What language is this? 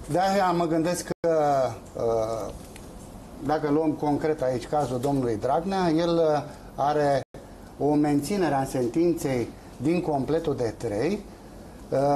Romanian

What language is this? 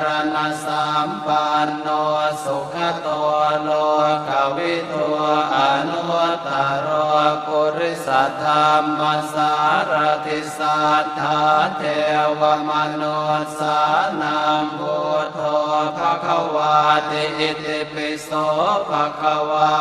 Pali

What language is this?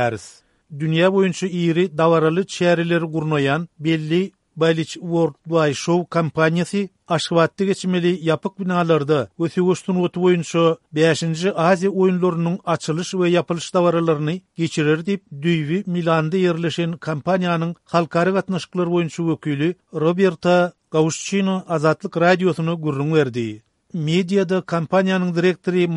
Turkmen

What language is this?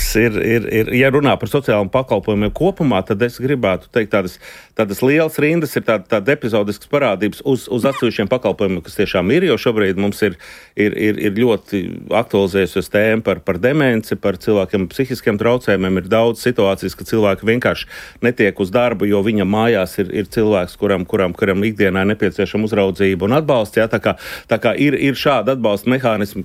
Latvian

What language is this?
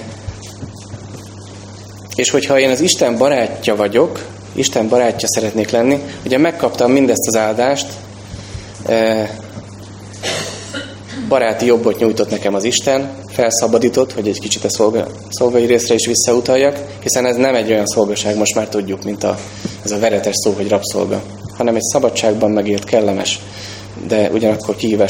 Hungarian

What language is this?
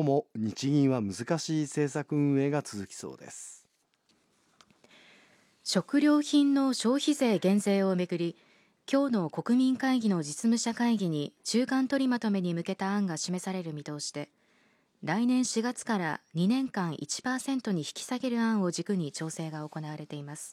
Japanese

